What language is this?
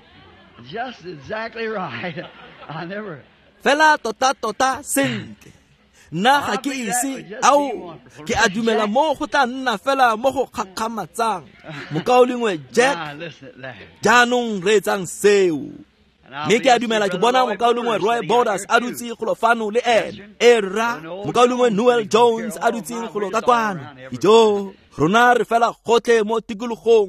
Tswana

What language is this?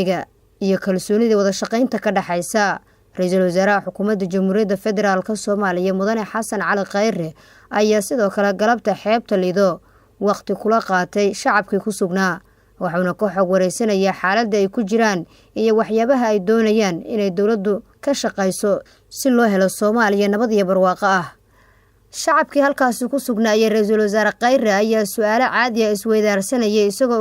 Somali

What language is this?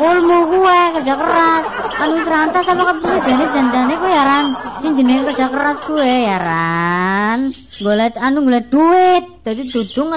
Javanese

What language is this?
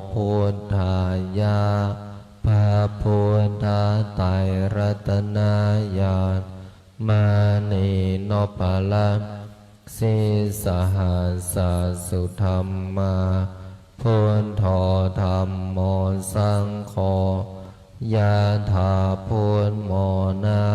Pali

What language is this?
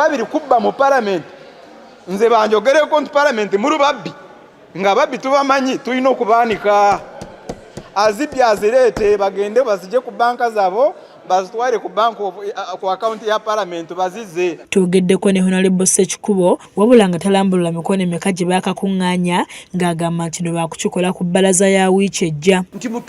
Ganda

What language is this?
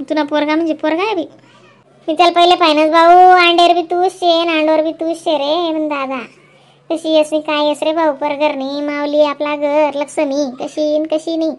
Khandesi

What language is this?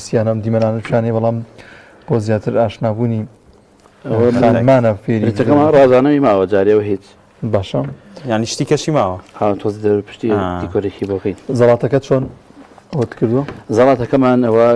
Central Kurdish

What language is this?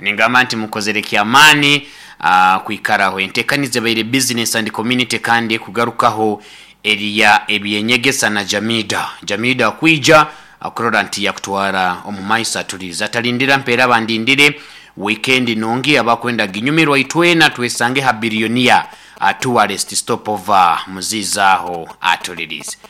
Nyoro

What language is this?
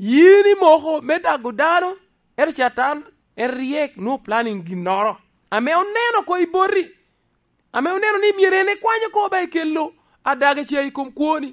Lango (Uganda)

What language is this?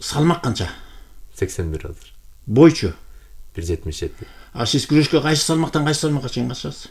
Kyrgyz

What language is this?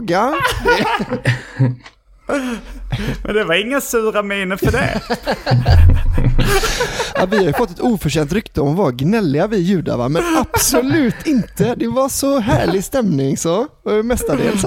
Swedish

